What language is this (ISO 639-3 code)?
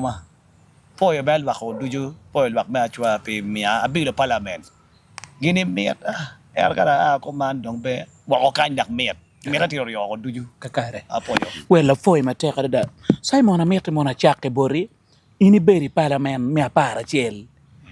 ach